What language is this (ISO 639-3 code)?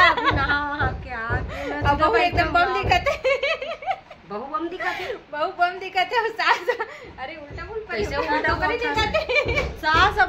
hne